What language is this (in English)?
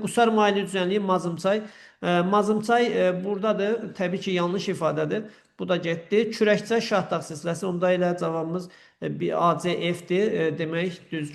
Azerbaijani